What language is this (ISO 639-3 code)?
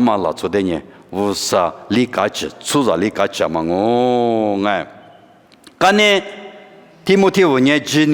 lis